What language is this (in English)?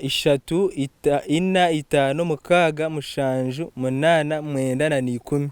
Nyankole